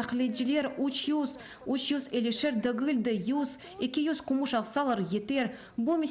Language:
Crimean Tatar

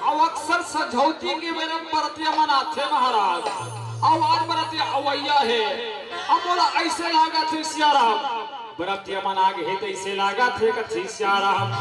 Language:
Chhattisgarhi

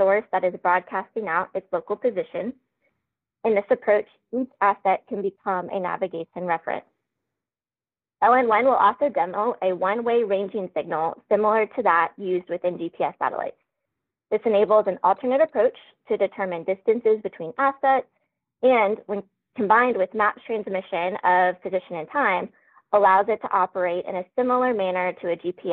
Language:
English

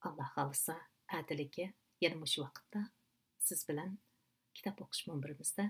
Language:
Uyghur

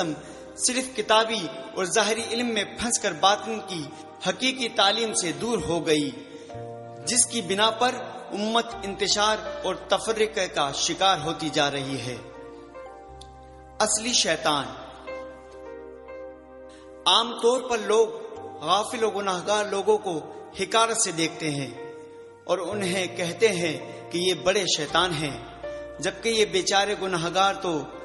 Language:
Urdu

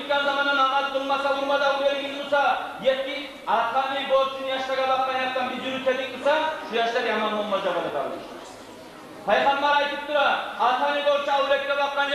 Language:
Kumyk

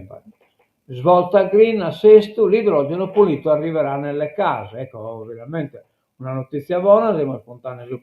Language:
Sardinian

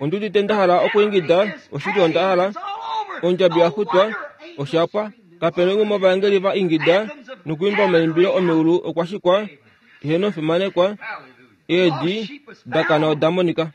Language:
Kuanyama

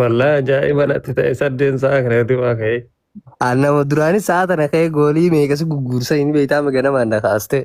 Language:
Oromo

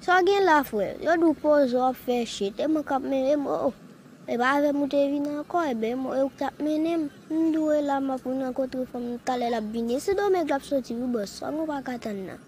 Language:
Haitian Creole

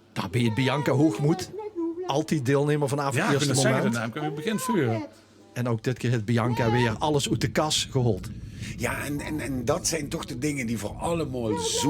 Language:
Limburgish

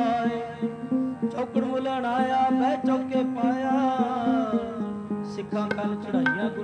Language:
Punjabi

